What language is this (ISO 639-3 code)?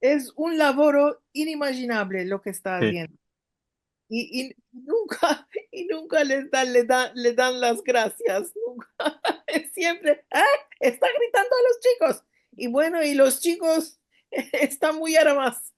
lad